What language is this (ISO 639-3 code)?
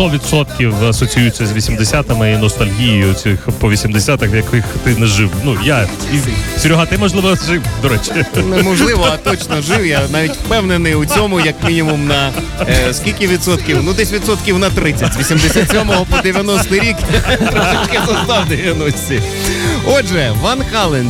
ukr